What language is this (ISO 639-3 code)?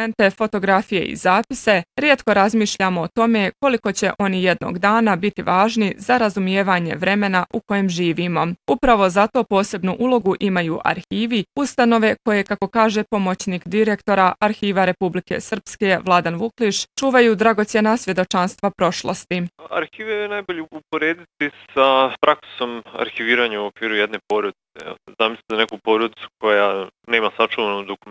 bos